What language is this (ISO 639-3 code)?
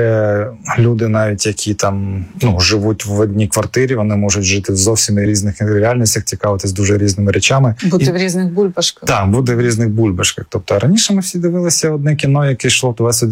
ukr